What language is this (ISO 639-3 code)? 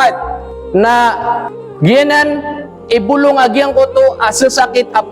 mrw